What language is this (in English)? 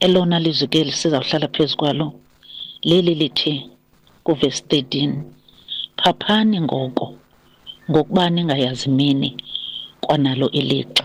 Xhosa